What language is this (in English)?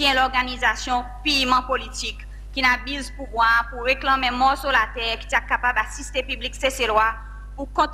Seselwa Creole French